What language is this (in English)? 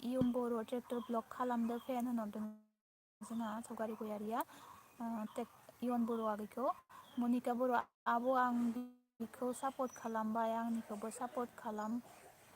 Bodo